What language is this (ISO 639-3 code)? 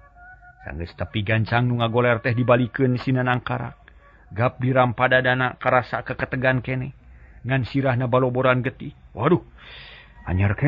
sun